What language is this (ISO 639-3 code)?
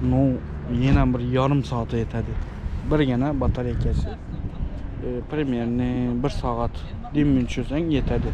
tuk